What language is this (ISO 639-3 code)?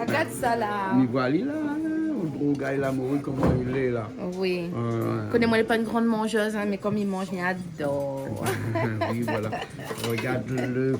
rcf